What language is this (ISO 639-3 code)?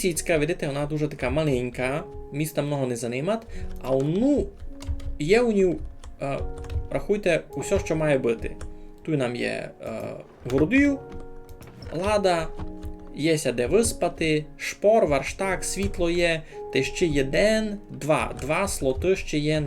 rue